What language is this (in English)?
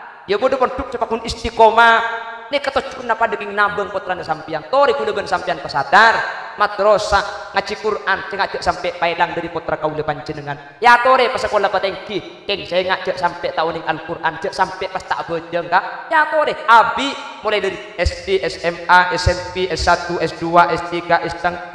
Madurese